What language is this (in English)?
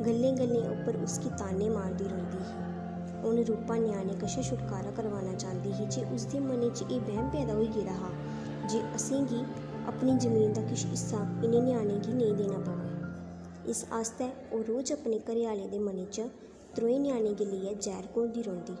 Dogri